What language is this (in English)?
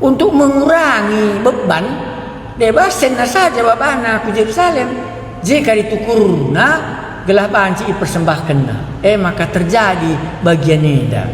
Batak Karo